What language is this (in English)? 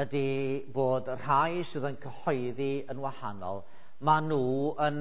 Welsh